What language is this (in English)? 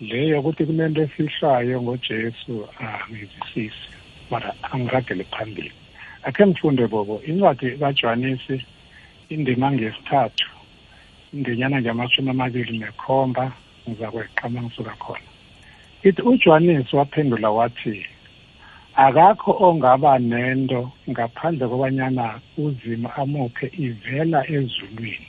South Ndebele